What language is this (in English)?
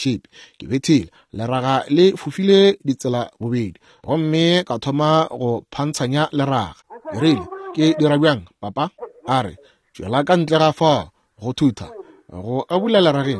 Northern Sotho